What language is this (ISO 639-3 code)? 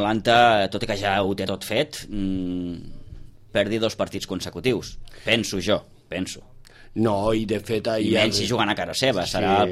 cat